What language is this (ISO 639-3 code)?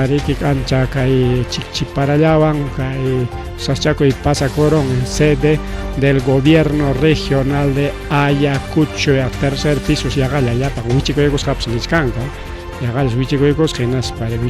quy